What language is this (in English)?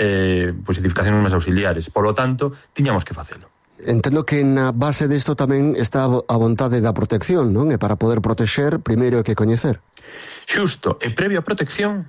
Galician